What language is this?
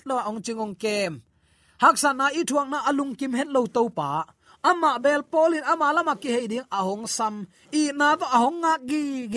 Tedim Chin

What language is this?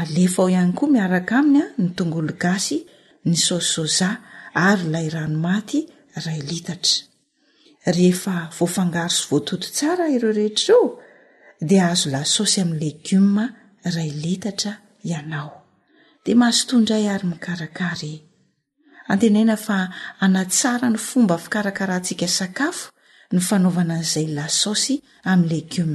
Malagasy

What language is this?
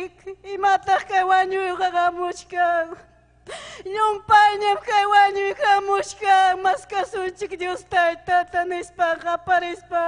Ayacucho Quechua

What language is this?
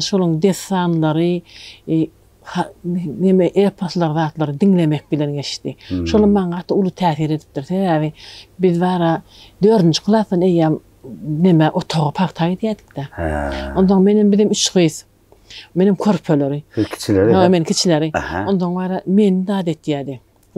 Turkmen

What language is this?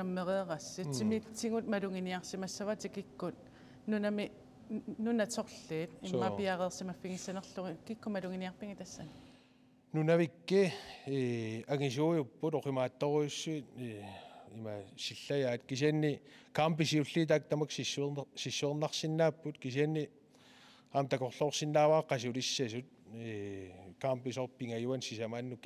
Kalaallisut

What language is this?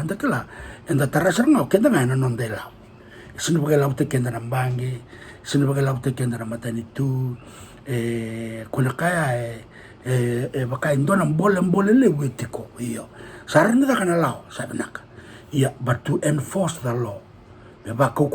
Fijian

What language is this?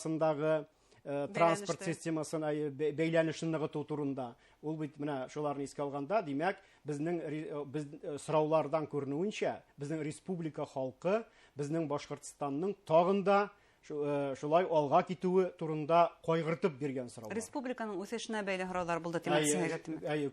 Bashkir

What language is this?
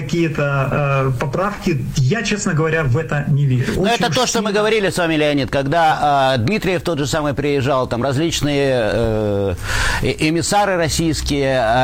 Russian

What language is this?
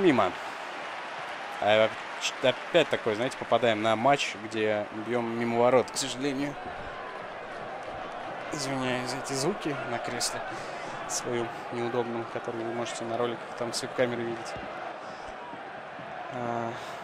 Russian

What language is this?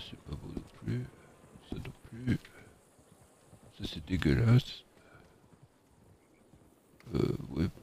French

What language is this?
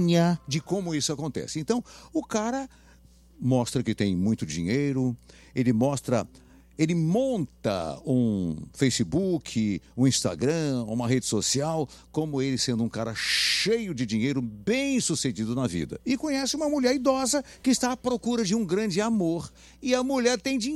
Portuguese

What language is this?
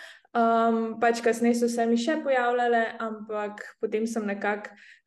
Slovenian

